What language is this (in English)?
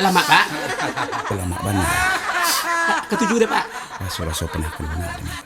Minangkabau